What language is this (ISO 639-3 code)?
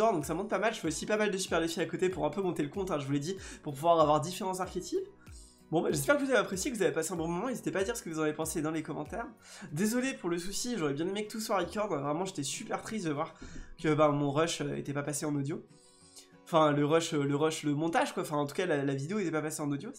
fra